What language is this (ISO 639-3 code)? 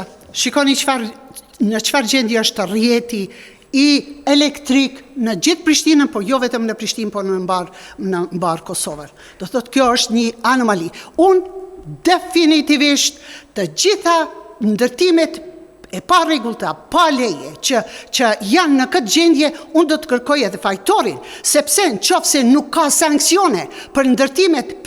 sqi